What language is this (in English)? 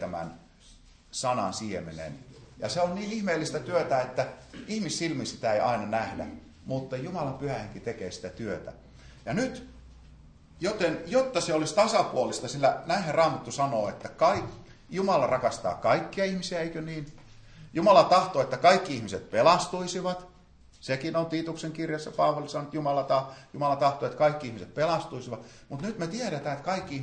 Finnish